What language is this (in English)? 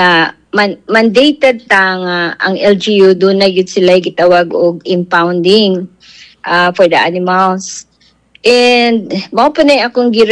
Cebuano